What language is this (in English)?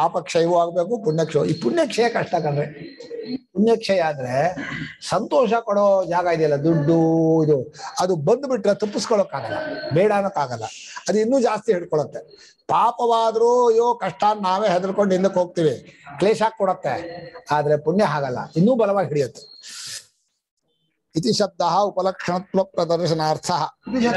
Kannada